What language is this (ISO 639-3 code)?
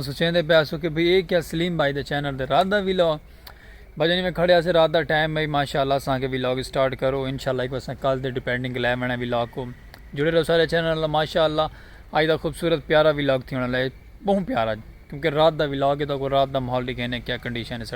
skr